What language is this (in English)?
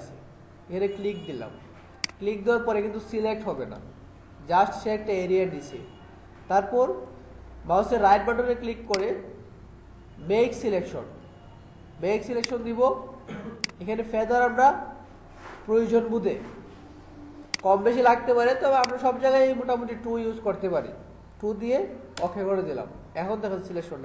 Bangla